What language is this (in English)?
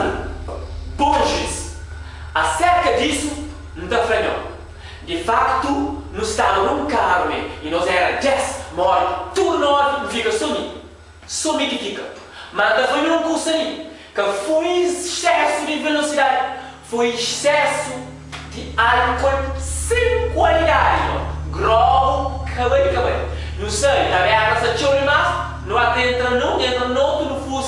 Kabuverdianu